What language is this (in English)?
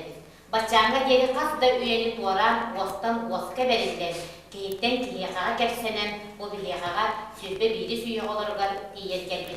Yakut